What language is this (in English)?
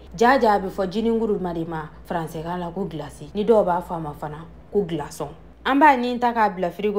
Bambara